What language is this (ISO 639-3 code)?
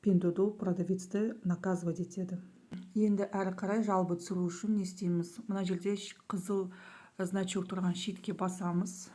kaz